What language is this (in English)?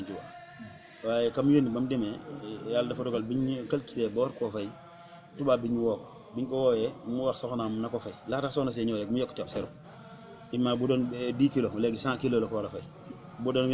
Wolof